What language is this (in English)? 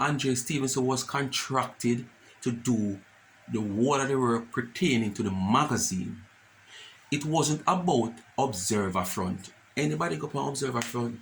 Jamaican Creole English